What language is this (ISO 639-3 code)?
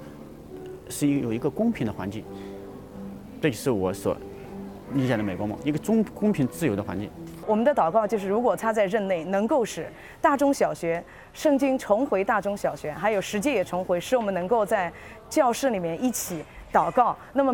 zho